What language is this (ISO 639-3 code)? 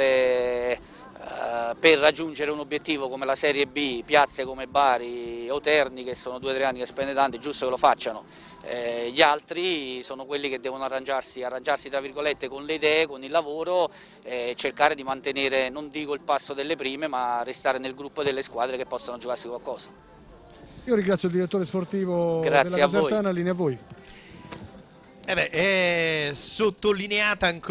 ita